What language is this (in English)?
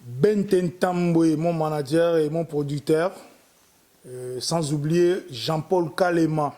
Lingala